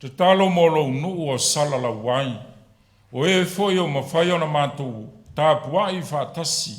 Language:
Samoan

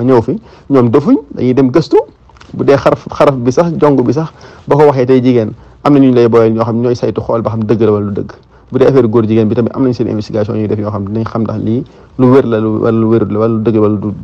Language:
Wolof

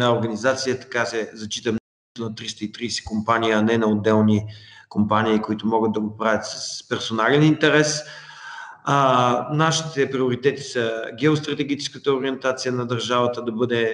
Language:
Bulgarian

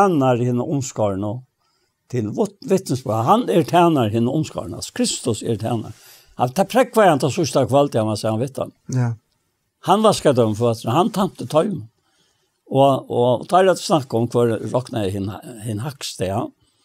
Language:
Faroese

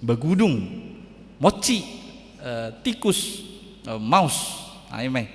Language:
Batak Toba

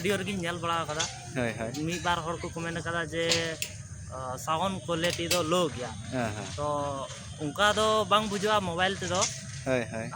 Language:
Santali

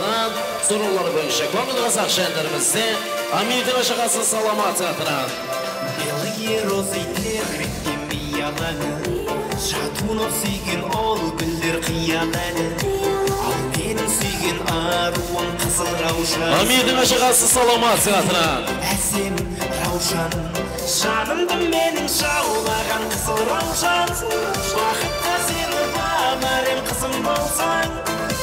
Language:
Kara-Kalpak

